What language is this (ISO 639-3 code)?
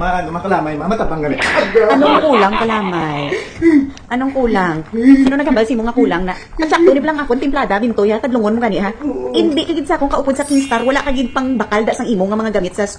hil